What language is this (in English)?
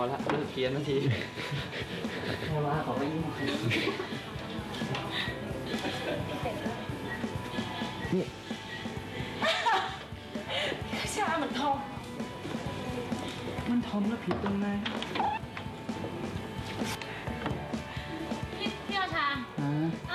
Thai